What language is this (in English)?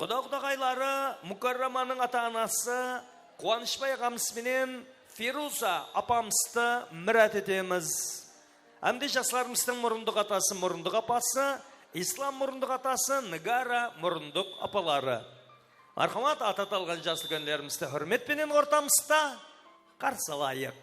Kara-Kalpak